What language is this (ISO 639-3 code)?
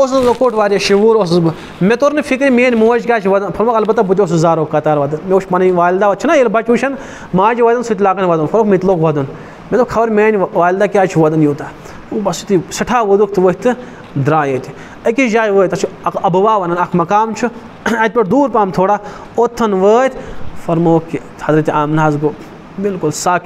kas